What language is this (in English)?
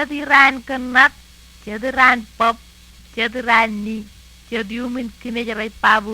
Marshallese